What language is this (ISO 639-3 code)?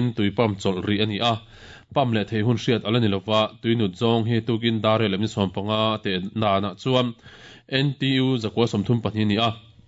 lus